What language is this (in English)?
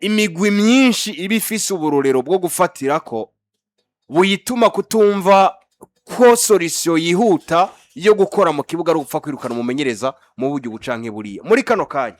Rundi